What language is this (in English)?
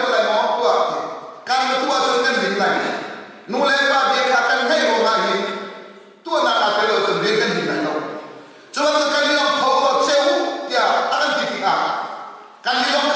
Hakha Chin